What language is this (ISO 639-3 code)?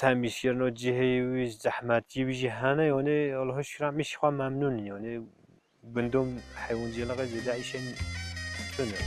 kur